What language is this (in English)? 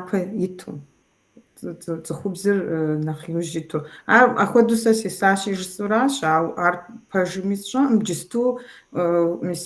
Kabardian